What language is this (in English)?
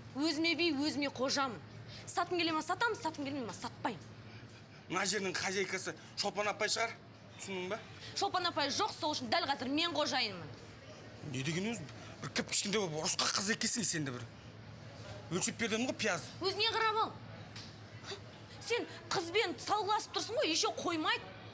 Kazakh